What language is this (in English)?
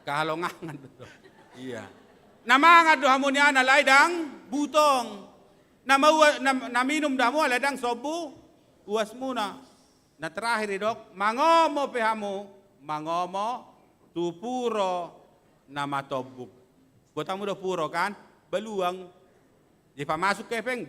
Batak Toba